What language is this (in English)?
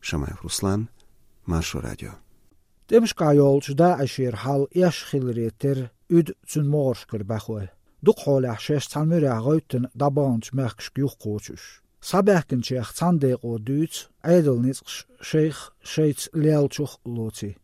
Chechen